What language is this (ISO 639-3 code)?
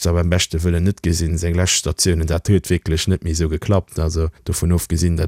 ltz